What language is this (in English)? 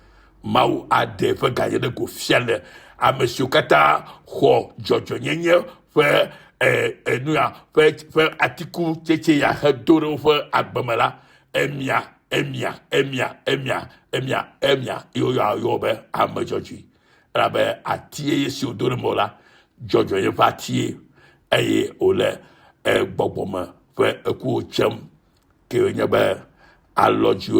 Ewe